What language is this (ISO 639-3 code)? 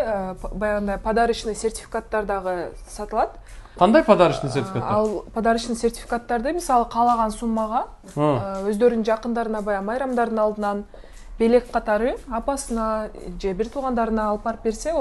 kir